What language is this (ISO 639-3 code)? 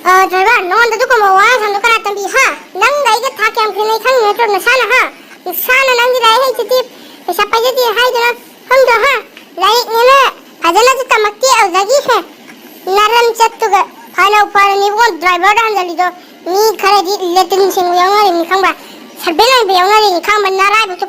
mni